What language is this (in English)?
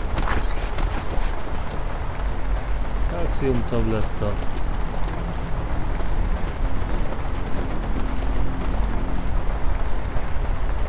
Hungarian